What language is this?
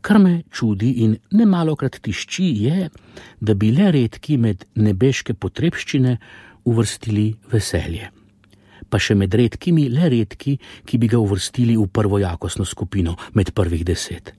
Slovenian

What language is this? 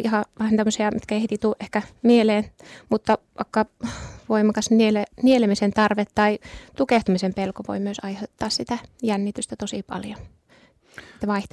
Finnish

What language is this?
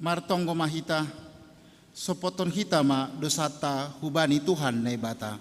Batak Simalungun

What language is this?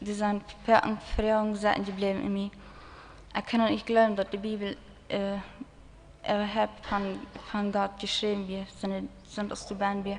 Plautdietsch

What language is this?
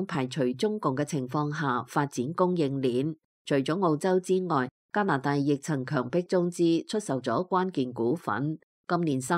Cantonese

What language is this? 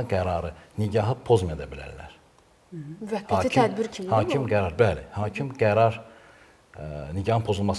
Azerbaijani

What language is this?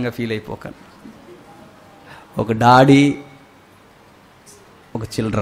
Telugu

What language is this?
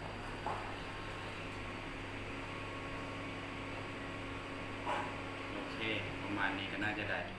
Lao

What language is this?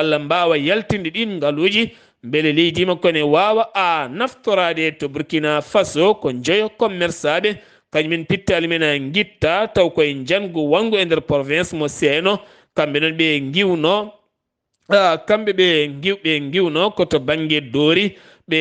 Fula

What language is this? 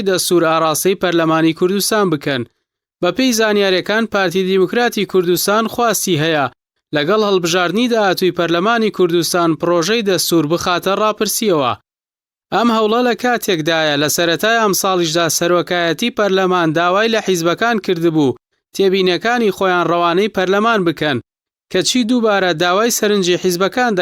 Central Kurdish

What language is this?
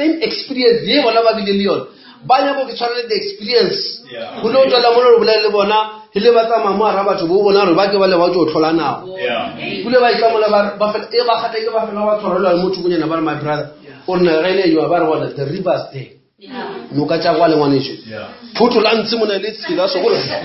Northern Sotho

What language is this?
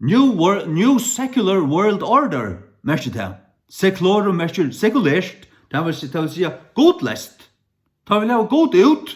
Faroese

